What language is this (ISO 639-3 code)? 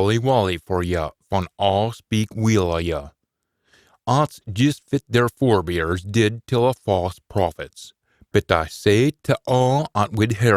sco